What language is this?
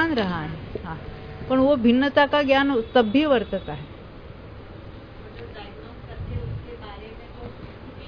Hindi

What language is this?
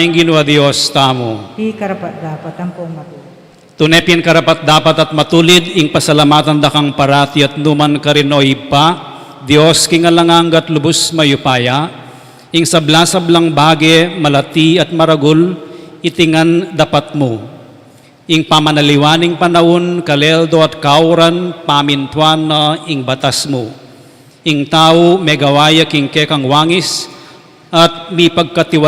Pampanga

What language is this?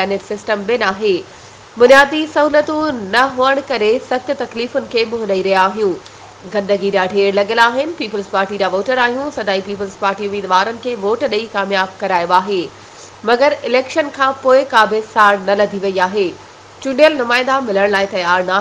Sindhi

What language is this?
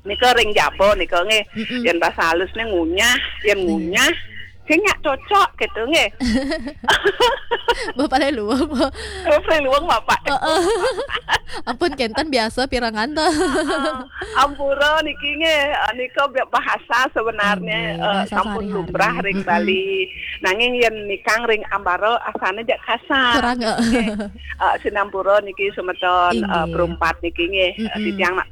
Balinese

